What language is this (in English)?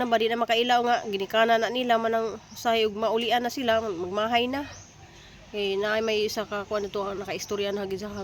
Cebuano